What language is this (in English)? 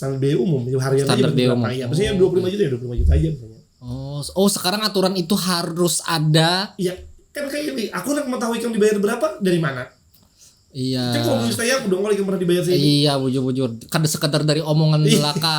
Banjar